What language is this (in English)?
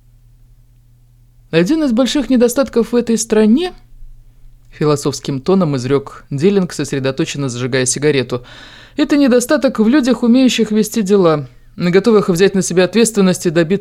Russian